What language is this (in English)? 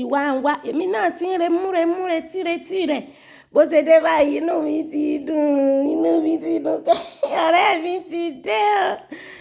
Yoruba